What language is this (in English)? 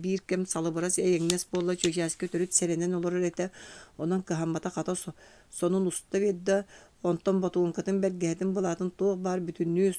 Yakut